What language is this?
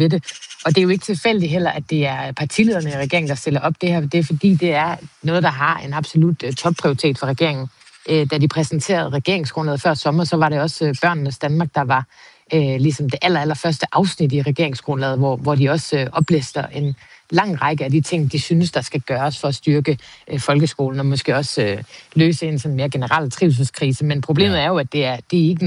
Danish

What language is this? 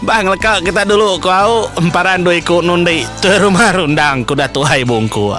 Iban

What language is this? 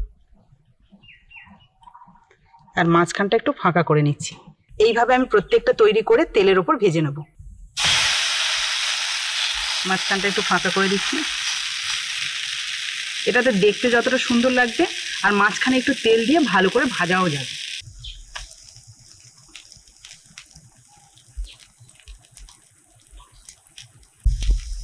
Bangla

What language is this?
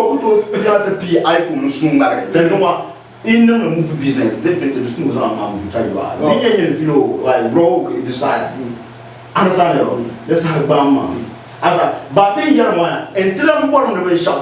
Dagbani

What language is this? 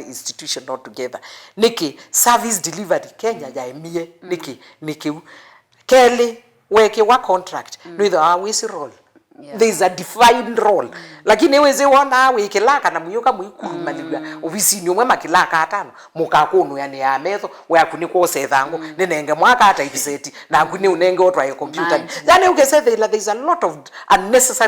Kamba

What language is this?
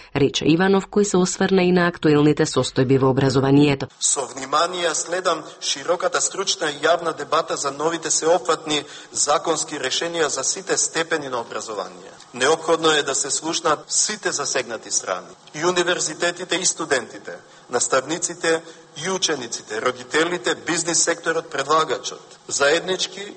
Macedonian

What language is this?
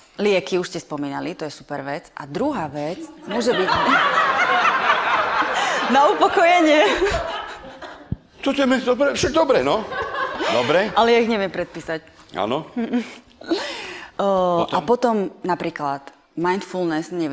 Slovak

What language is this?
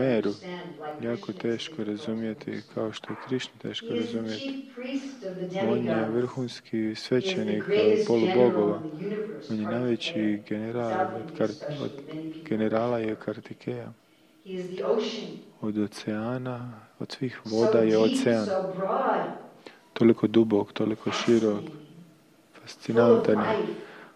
Croatian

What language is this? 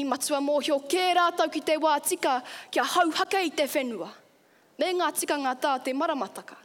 Māori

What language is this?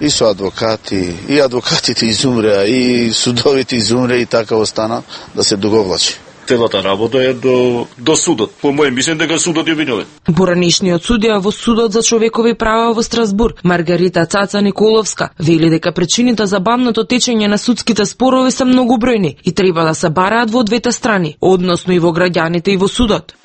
Macedonian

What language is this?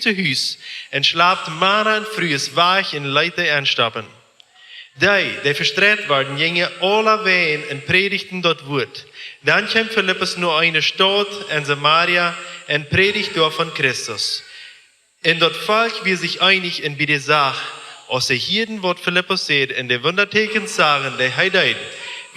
Plautdietsch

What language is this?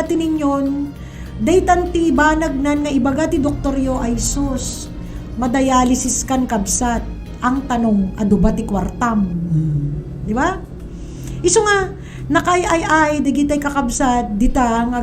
Iloko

